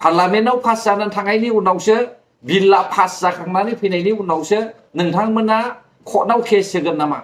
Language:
Bodo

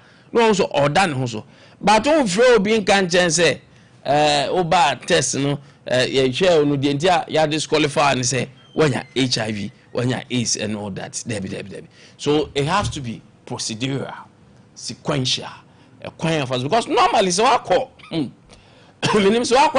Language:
Akan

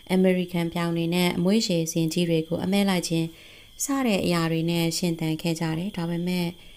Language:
Burmese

